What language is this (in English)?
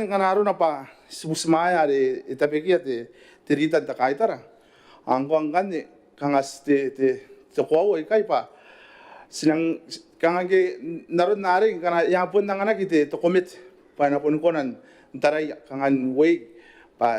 Gilbertese